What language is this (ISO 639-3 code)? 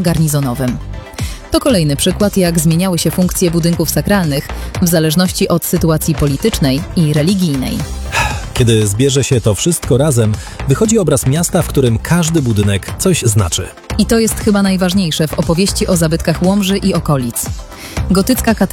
pol